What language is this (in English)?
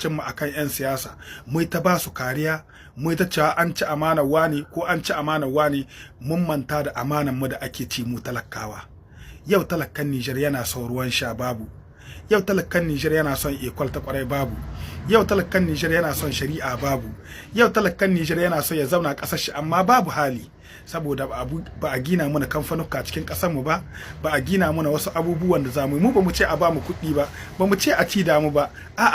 Hausa